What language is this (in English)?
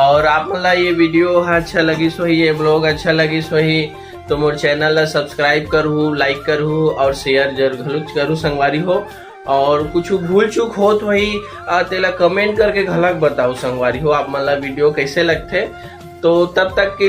Chhattisgarhi